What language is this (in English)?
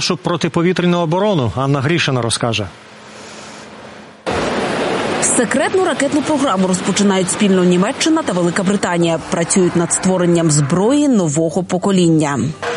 Ukrainian